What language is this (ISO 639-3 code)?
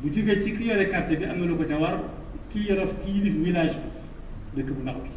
wol